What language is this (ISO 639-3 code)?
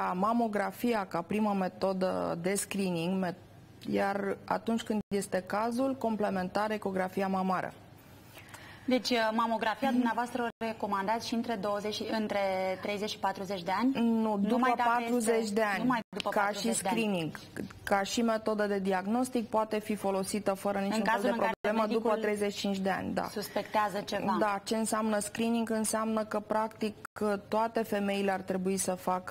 ron